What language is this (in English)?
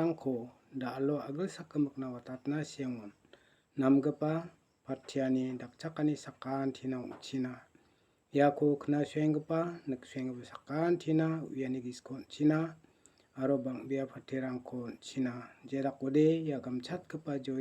Garo